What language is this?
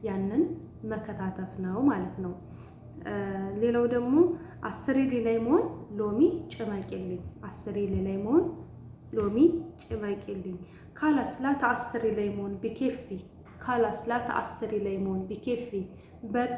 Amharic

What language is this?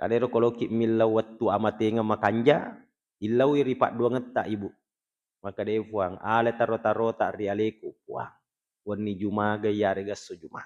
Buginese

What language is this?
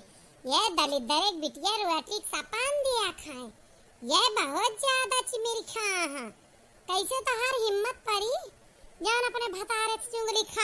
Awadhi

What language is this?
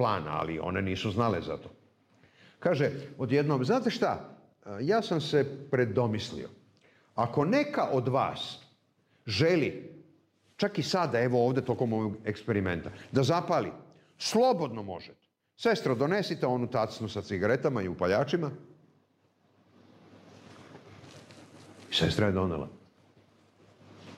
Serbian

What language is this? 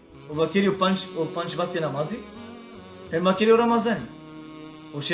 Balkan Romani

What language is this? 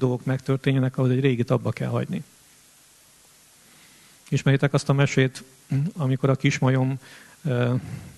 Hungarian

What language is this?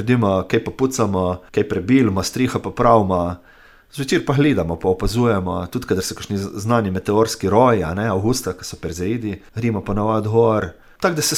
Slovenian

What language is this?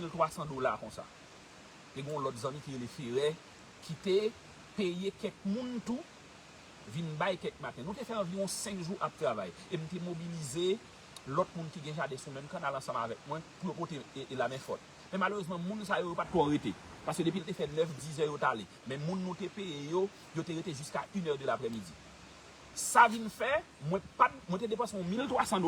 Haitian Creole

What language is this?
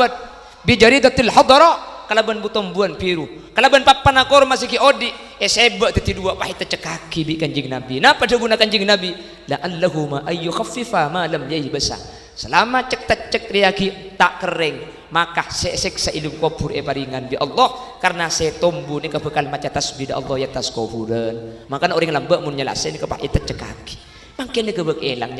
Madurese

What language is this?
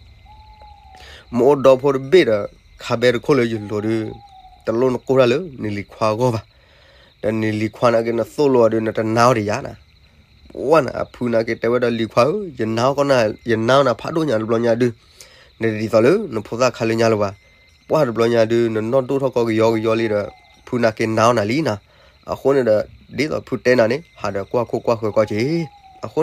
S'gaw Karen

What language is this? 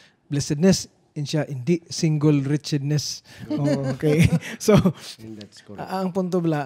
Hiligaynon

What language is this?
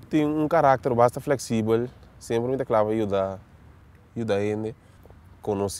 Papiamento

